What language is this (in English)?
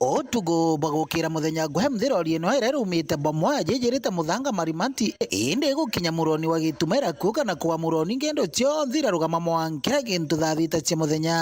Meru